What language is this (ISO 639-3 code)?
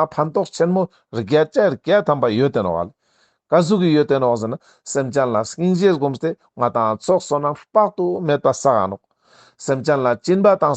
lbj